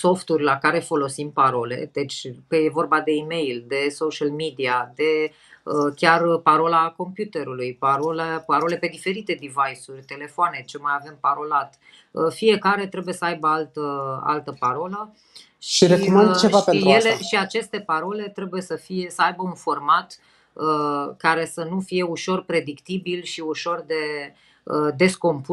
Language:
Romanian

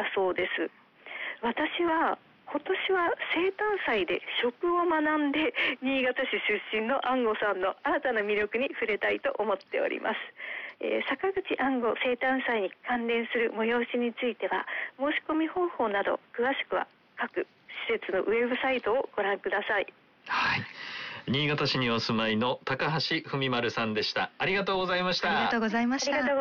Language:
Japanese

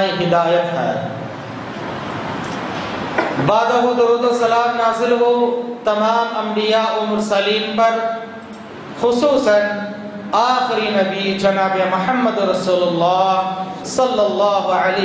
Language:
Urdu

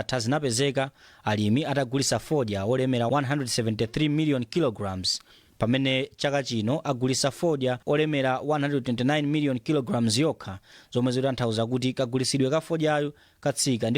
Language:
Nyanja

